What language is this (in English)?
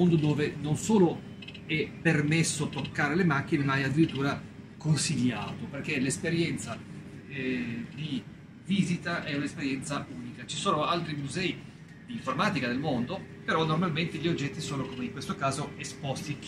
Italian